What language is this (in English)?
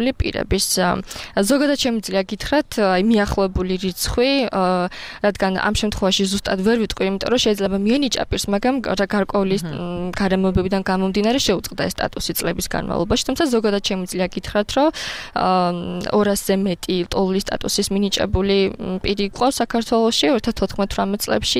Georgian